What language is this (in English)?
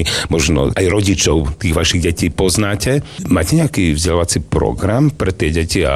Slovak